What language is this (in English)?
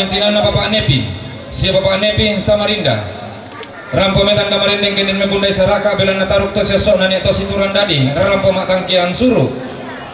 Toraja-Sa'dan